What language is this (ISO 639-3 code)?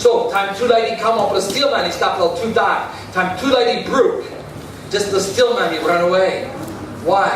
tpi